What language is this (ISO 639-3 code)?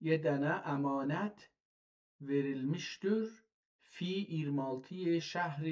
azb